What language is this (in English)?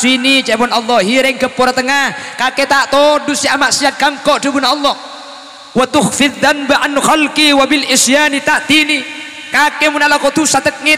Madurese